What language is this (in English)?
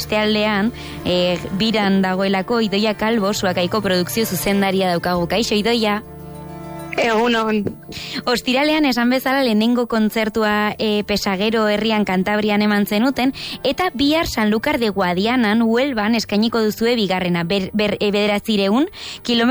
Basque